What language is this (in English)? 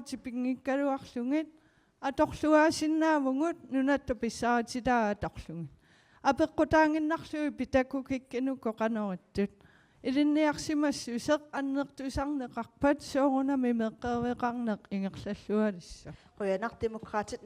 Kalaallisut